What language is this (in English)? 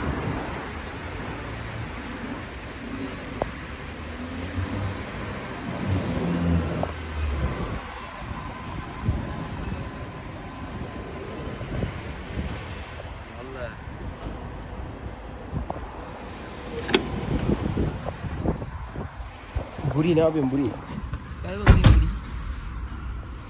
Turkish